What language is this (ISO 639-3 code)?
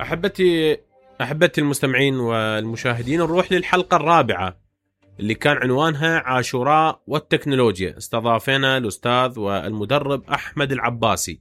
acm